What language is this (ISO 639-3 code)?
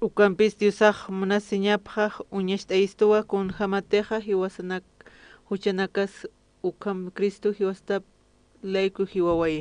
aym